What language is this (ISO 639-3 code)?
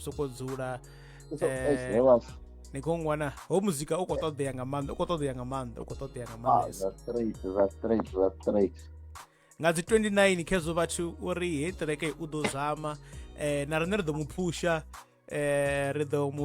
ven